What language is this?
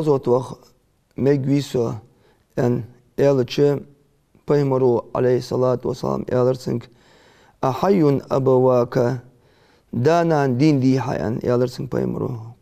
Ingush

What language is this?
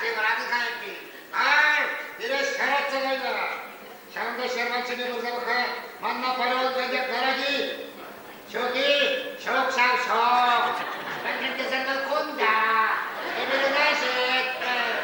Chuvash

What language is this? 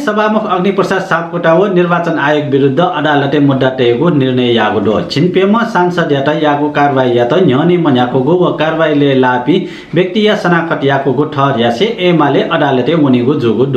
Newari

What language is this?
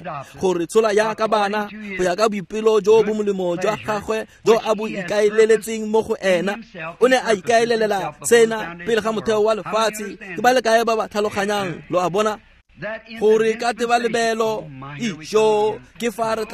Tswana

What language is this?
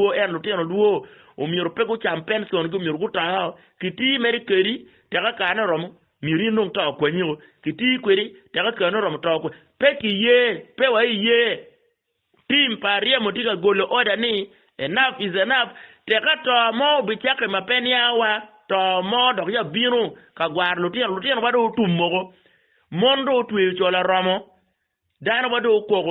Acoli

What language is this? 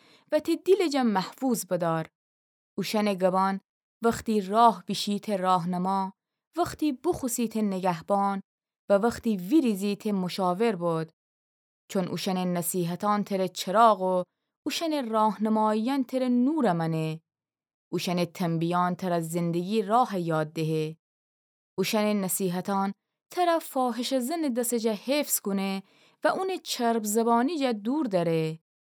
Gilaki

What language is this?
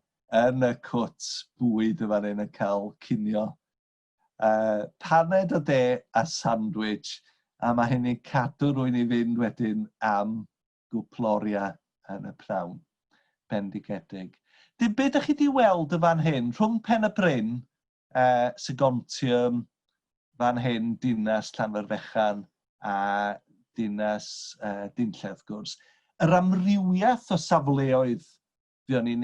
Welsh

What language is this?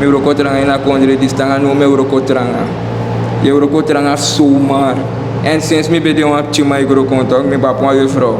Sranan Tongo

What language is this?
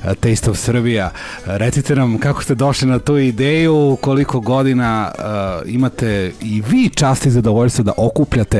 Serbian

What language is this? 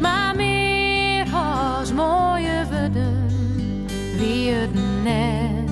Western Frisian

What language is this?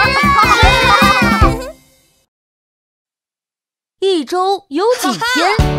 Chinese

